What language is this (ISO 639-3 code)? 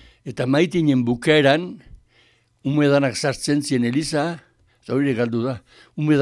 eus